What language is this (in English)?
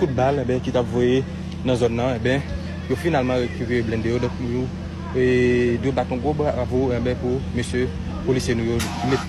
Haitian Creole